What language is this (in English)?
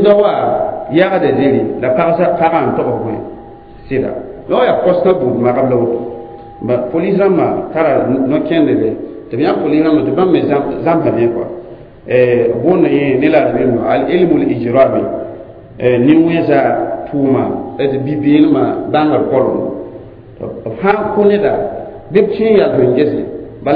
Mossi